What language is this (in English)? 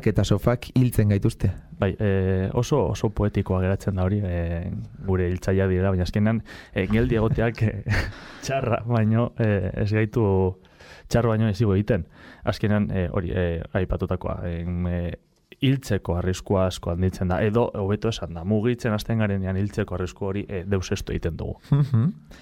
Basque